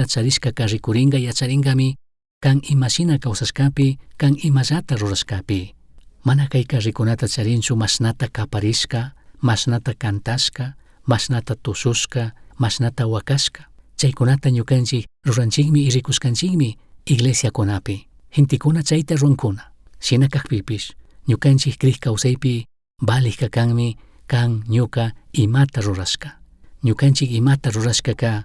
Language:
Chimborazo Highland Quichua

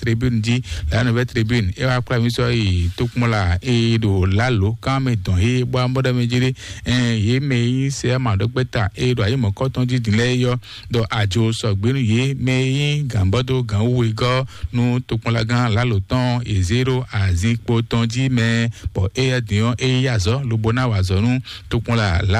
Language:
Fon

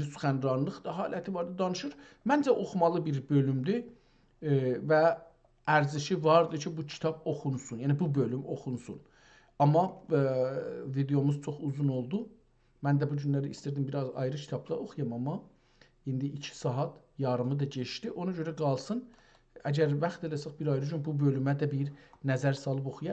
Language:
South Azerbaijani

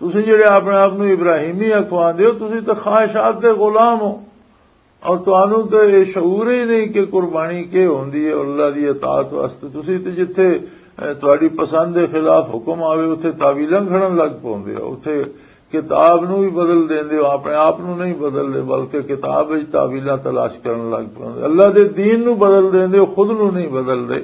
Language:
Western Panjabi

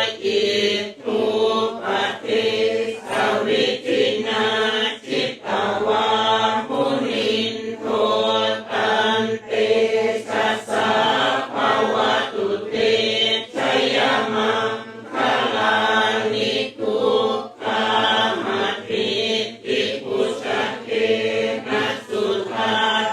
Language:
Pali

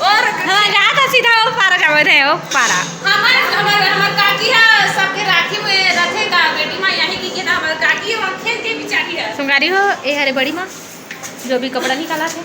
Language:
Chhattisgarhi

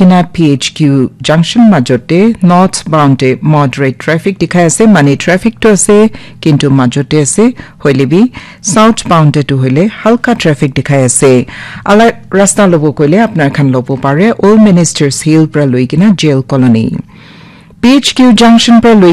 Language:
Naga Pidgin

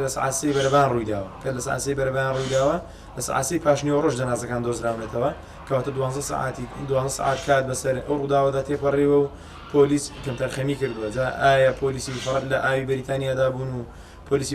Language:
Central Kurdish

